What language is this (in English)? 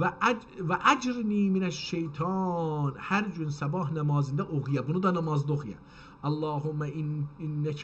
South Azerbaijani